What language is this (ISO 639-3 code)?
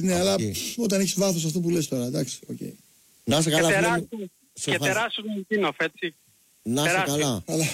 ell